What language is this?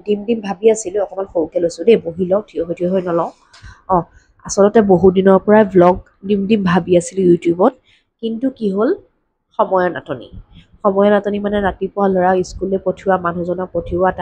Assamese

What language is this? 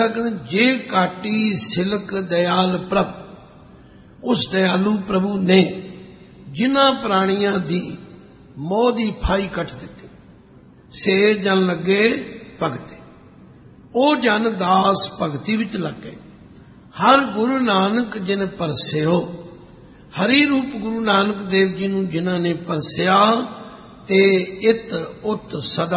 Punjabi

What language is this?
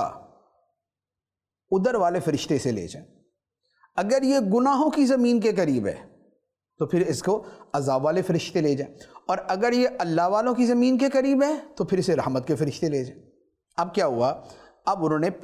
Urdu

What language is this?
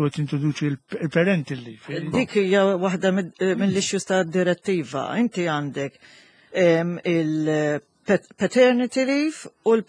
Maltese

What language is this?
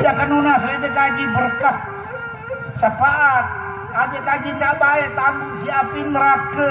Sasak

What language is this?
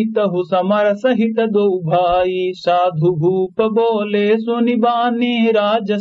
Awadhi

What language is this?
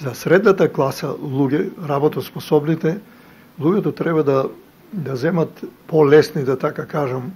Macedonian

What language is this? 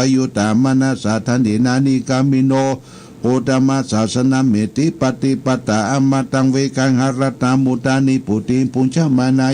Pali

